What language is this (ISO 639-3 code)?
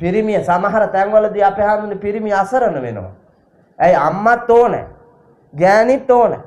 sin